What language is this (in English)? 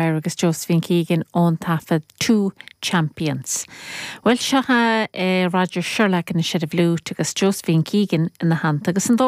Irish